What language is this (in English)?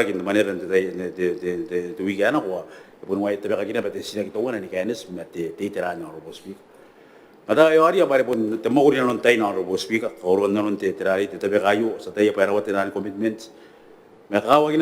Gilbertese